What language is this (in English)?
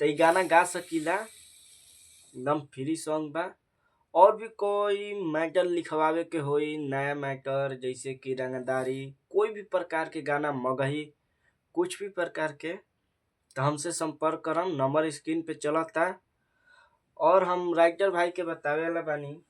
Bhojpuri